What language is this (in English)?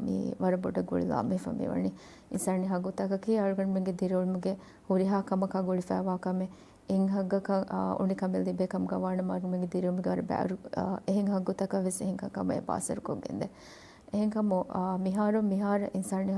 Divehi